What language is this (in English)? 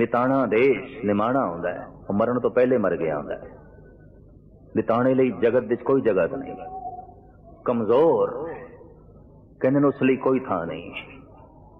Punjabi